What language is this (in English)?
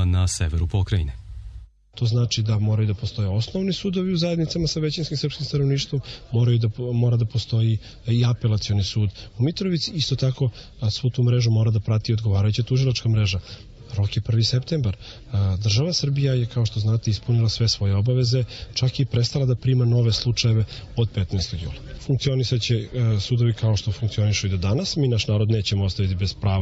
Serbian